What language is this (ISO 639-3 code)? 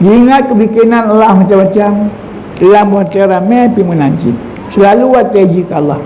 ace